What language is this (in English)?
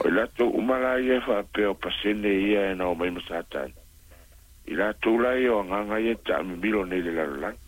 Samoan